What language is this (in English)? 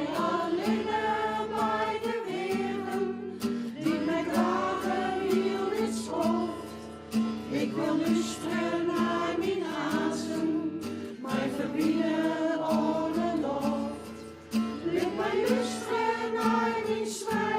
Western Frisian